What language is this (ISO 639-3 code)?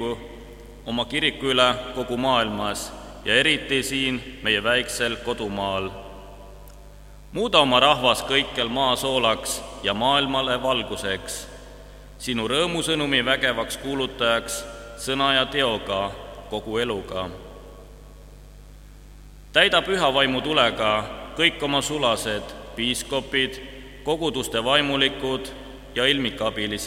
est